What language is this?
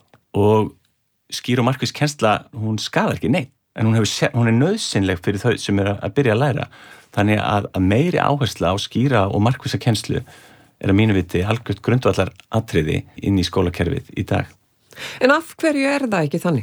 Icelandic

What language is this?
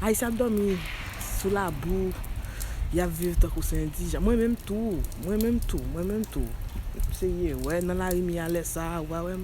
Haitian Creole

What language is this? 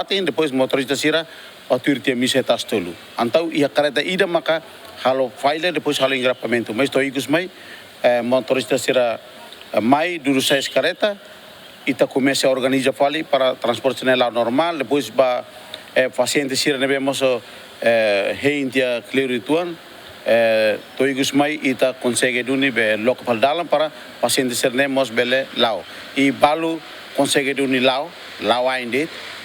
Tetum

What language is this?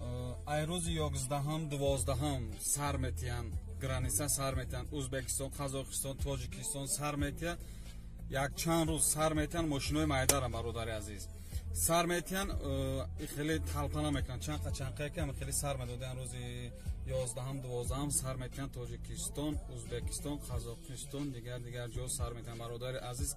Tajik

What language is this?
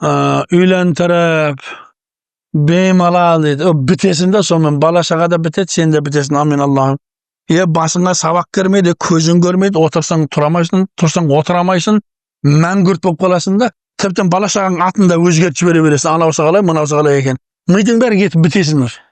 Kazakh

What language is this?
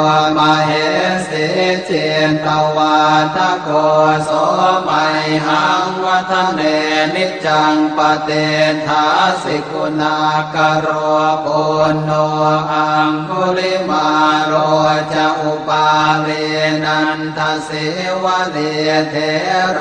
Pali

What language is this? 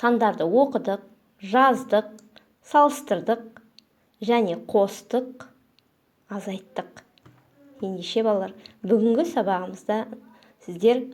Kazakh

